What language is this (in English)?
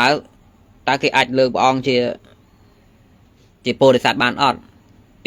Khmer